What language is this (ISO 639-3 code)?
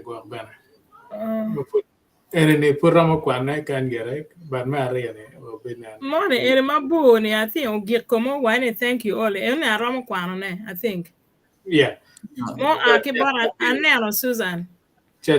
ach